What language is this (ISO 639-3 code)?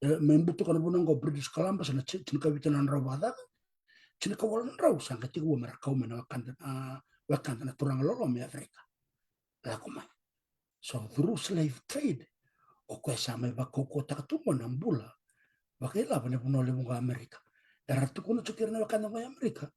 fij